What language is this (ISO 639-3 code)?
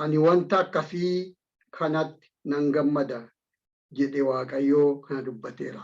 orm